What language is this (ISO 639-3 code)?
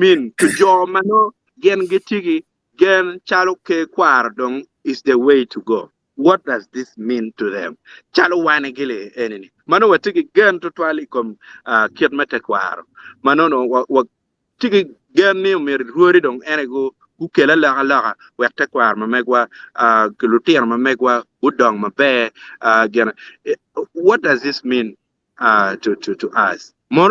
ach